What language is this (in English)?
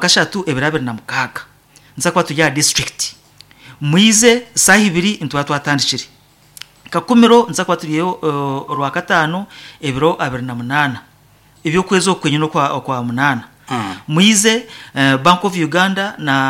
Nyankole